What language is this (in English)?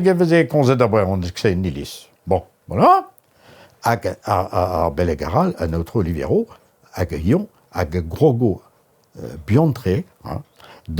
Breton